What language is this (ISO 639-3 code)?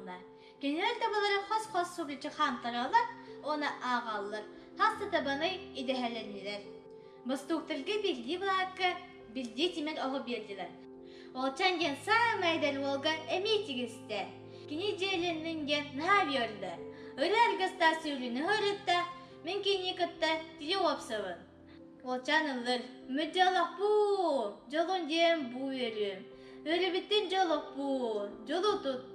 sah